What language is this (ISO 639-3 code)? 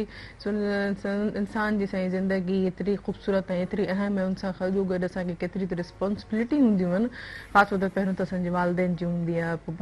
snd